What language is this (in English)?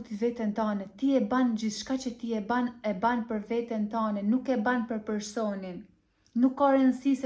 Albanian